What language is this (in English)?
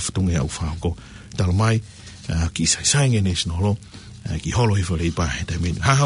Tongan